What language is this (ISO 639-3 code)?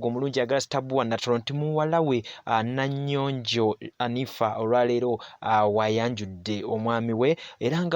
lug